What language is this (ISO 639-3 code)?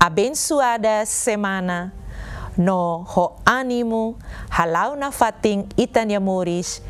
tet